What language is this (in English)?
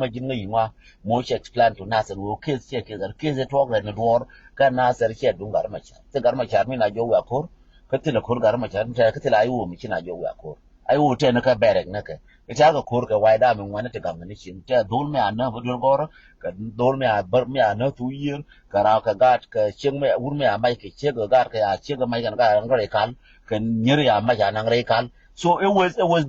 Nuer